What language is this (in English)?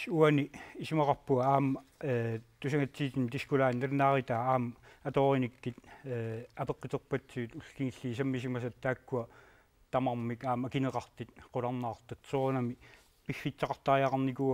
Kalaallisut